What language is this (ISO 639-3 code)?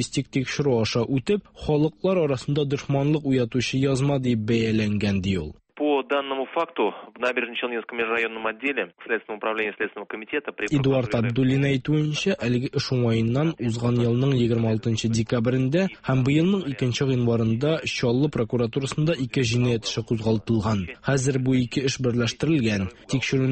tat